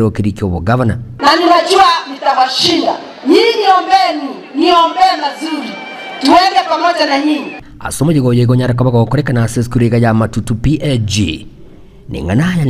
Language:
Gusii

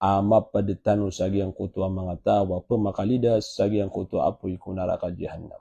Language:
Maranao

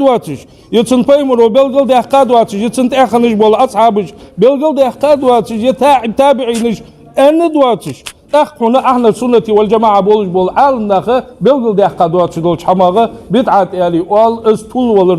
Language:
Ingush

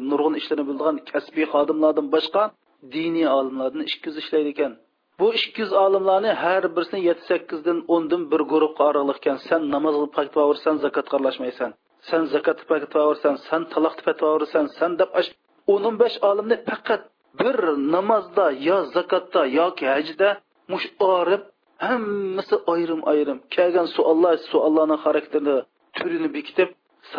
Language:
Uyghur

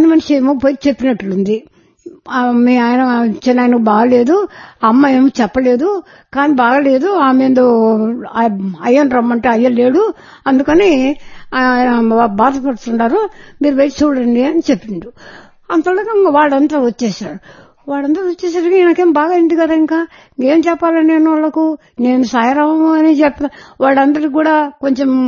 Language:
Telugu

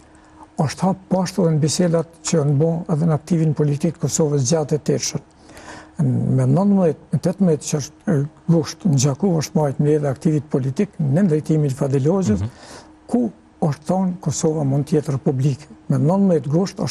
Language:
Albanian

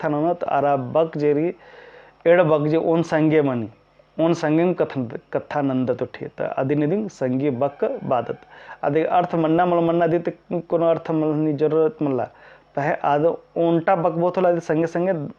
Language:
Kurukh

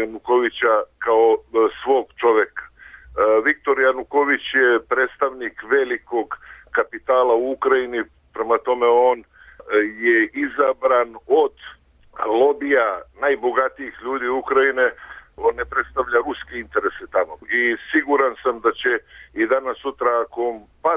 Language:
Serbian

